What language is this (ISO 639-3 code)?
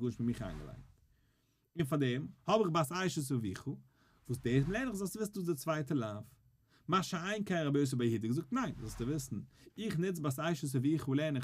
yid